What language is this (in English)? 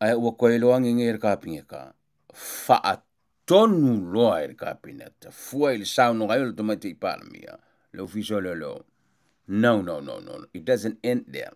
Samoan